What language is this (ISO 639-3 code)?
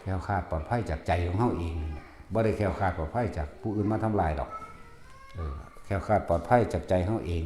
tts